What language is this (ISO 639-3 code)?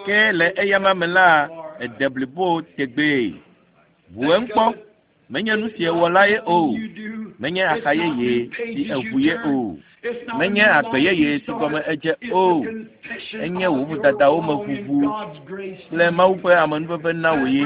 ewe